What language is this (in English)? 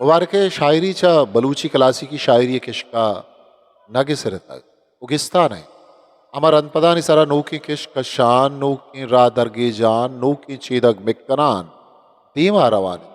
Eastern Balochi